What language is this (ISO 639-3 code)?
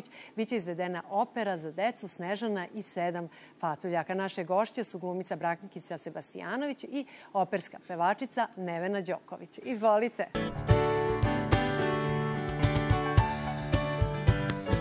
srp